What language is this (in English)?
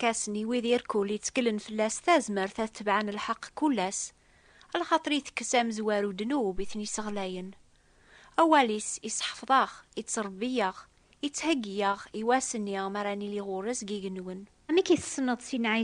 Kabyle